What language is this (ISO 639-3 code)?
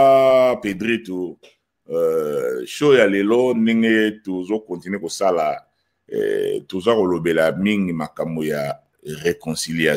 lin